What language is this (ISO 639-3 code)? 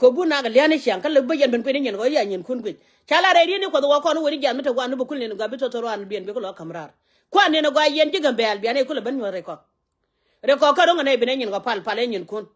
nus